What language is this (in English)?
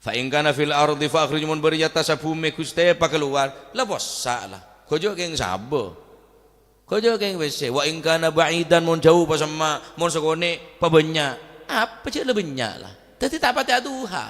Madurese